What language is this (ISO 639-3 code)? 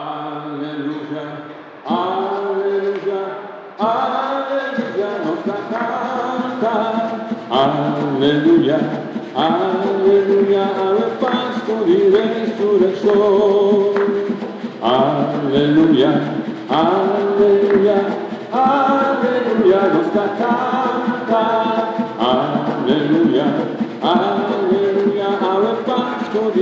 pap